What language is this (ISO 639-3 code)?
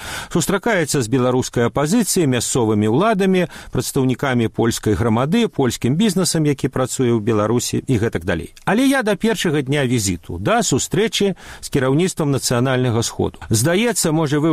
bel